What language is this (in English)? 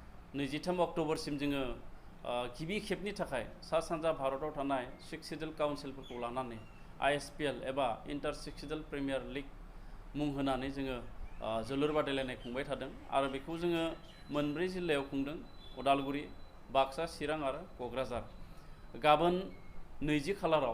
Bodo